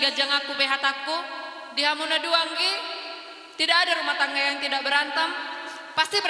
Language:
Batak Toba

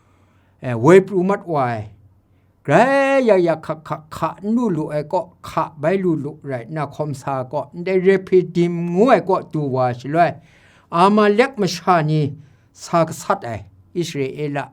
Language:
Kachin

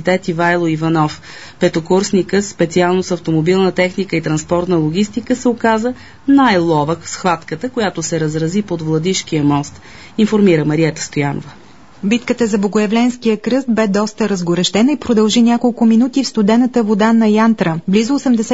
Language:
Bulgarian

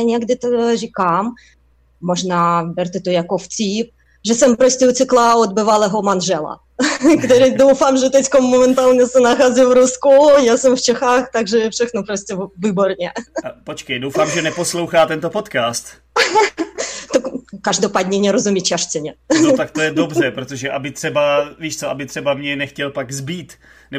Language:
Czech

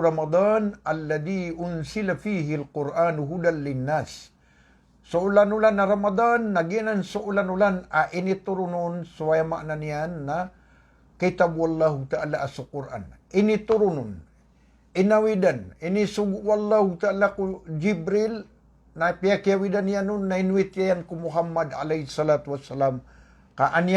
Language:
Maranao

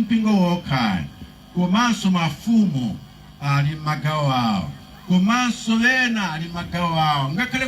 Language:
Nyanja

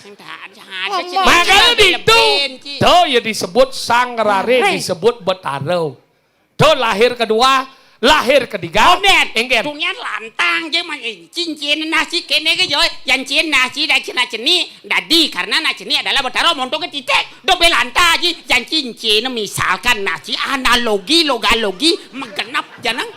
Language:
Balinese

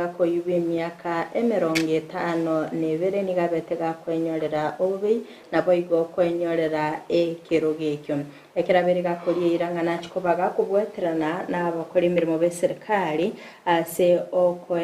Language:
Gusii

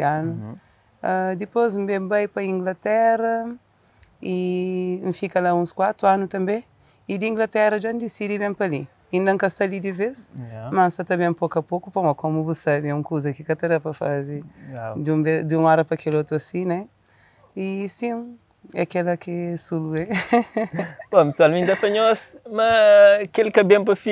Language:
Kabuverdianu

